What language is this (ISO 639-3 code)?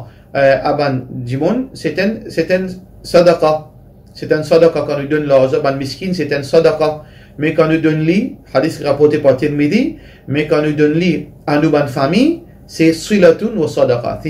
mfe